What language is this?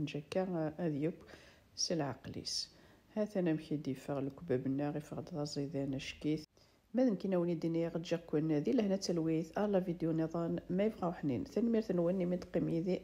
Kabyle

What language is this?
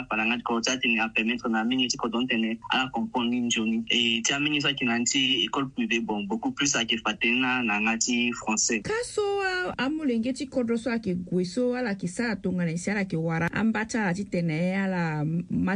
Sango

